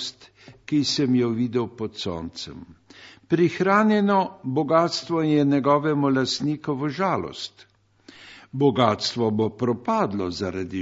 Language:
Slovenian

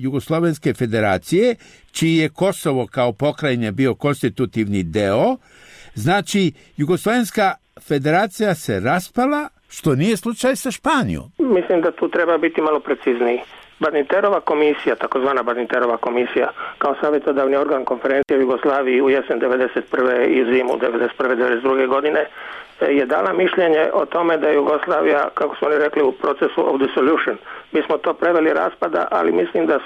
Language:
Serbian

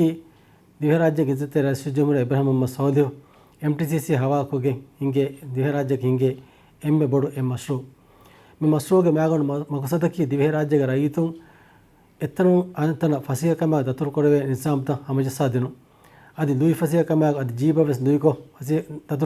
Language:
Divehi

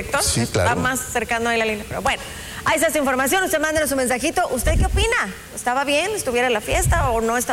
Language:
Spanish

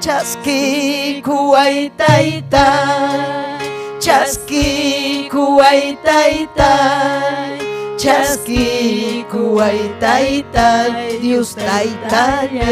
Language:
Ayacucho Quechua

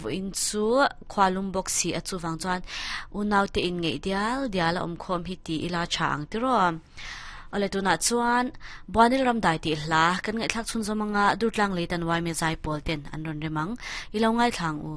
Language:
Mizo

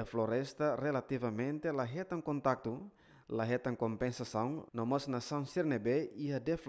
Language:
Tetum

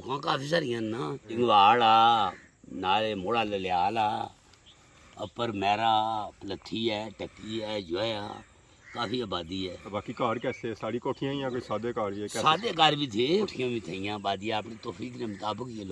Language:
Pahari-Potwari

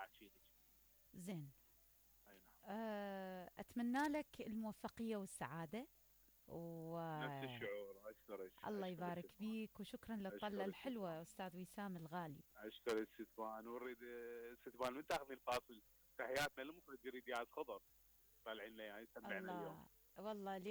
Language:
Mesopotamian Arabic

